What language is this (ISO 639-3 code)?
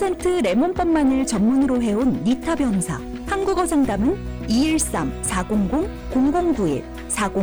kor